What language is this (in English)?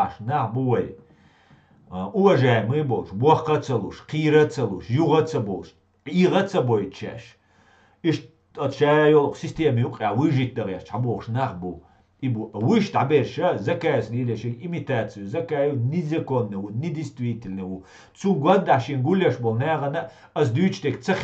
Chechen